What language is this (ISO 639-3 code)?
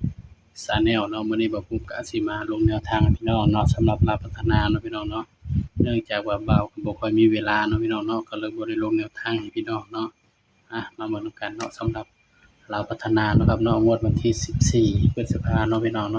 tts